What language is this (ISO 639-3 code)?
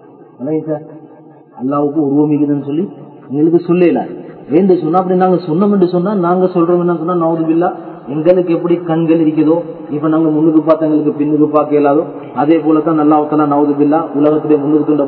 tam